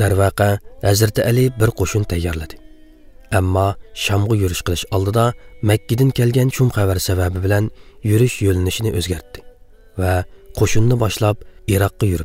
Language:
Uyghur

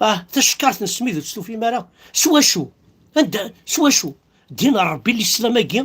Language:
Kabyle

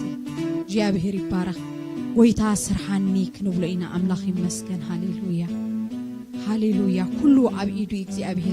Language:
Tigrinya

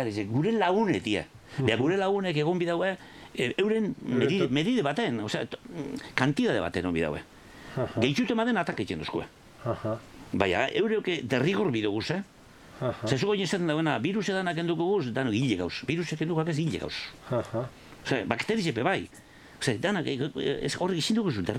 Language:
Basque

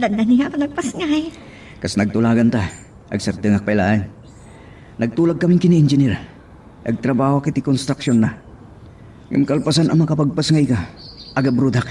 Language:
Iloko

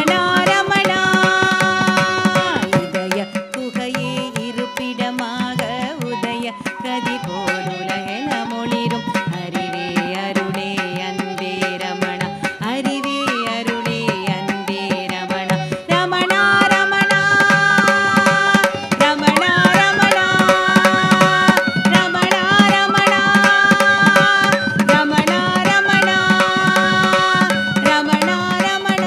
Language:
Tamil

